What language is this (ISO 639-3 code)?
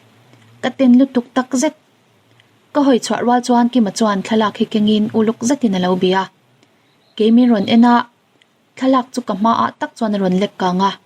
lus